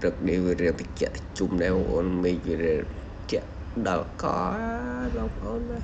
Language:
Khmer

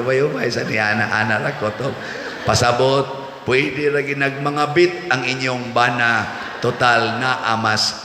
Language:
Cebuano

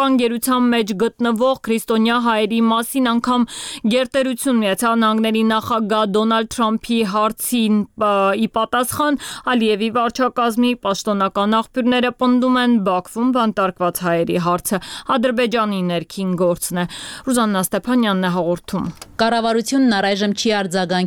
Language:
Armenian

